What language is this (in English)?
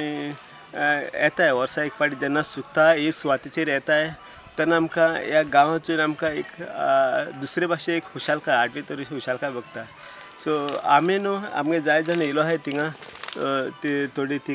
Konkani